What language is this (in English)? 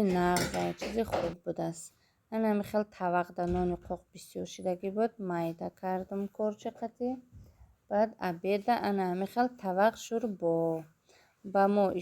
Tajik